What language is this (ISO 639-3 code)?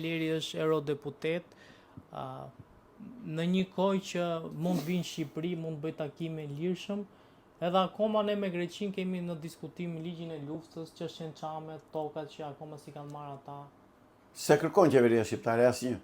sqi